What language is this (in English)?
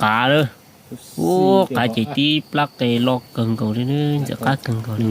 Hmong